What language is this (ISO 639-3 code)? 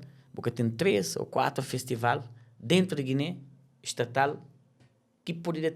kea